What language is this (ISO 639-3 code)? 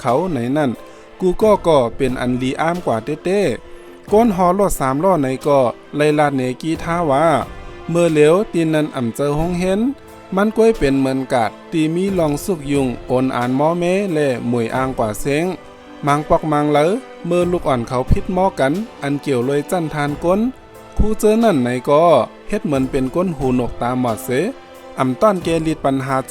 shn